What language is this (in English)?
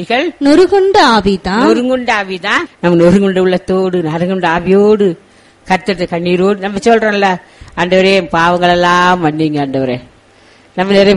Tamil